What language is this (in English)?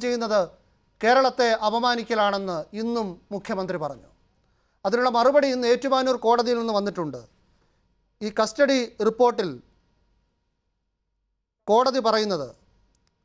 Malayalam